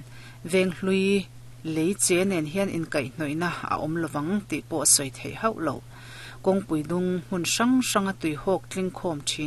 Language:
Mizo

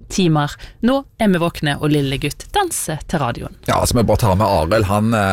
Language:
Norwegian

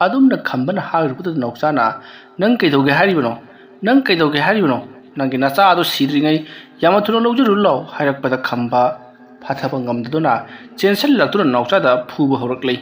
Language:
Manipuri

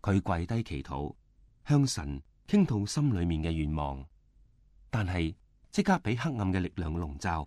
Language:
Cantonese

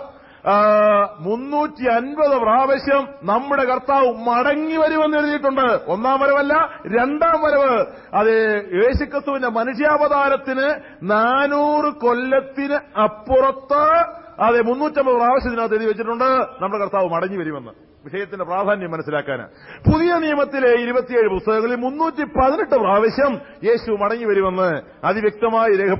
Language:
Malayalam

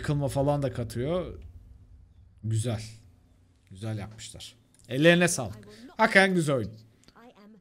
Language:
Turkish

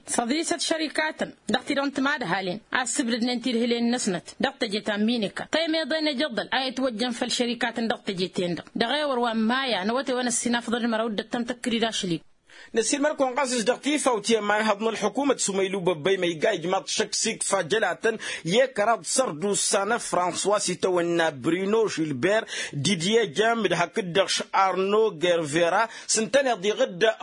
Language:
Tamasheq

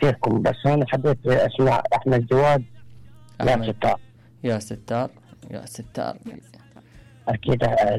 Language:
Mesopotamian Arabic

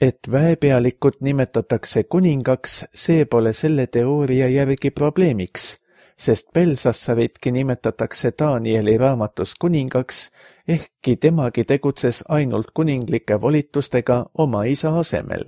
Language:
Estonian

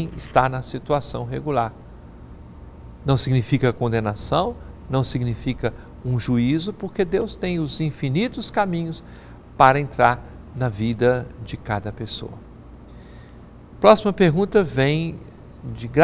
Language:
Portuguese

